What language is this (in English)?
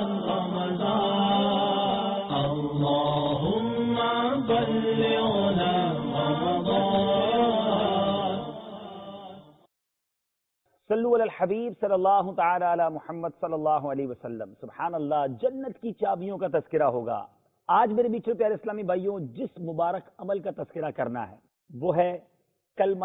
Urdu